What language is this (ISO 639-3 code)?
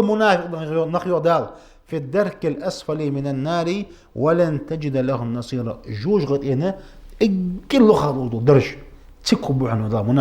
inh